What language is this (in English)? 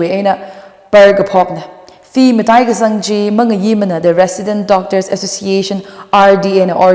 Tangkhul Naga (India)